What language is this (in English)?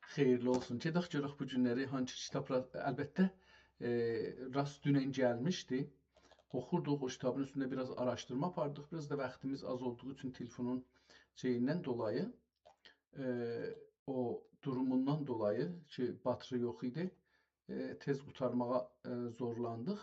South Azerbaijani